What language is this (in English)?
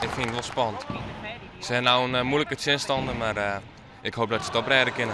Western Frisian